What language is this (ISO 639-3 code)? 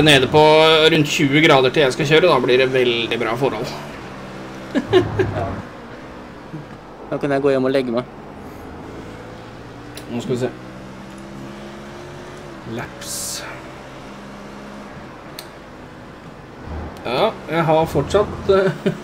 nor